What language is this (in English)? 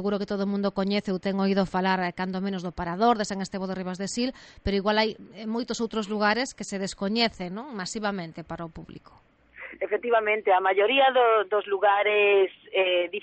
Galician